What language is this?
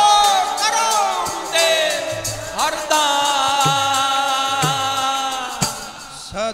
Punjabi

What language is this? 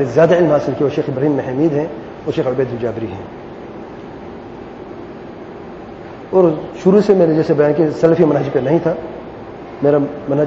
Urdu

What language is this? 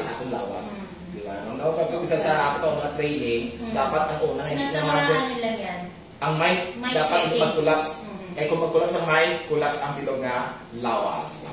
Hiligaynon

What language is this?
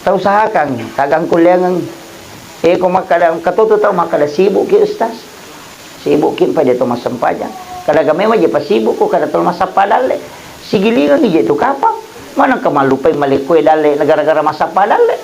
Buginese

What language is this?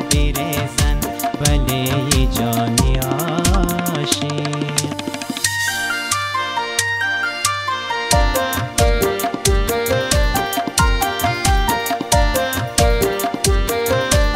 Persian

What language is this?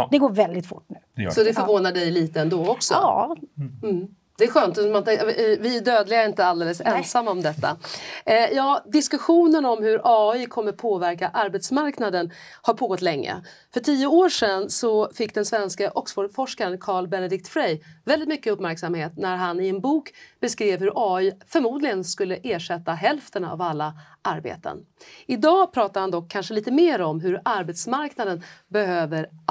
Swedish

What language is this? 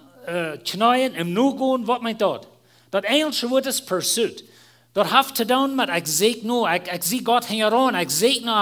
Plautdietsch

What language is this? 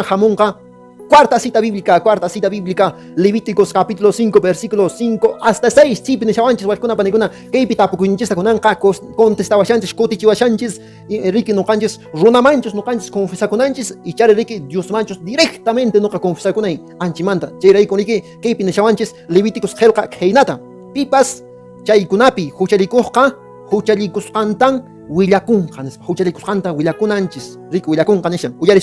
Quechua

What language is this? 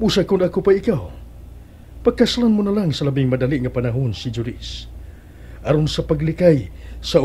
Cebuano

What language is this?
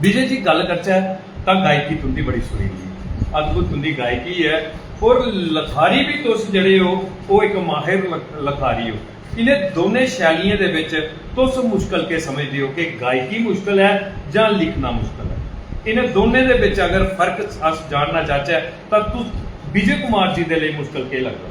Dogri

